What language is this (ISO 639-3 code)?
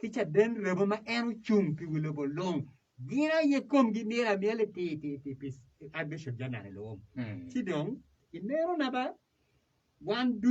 ach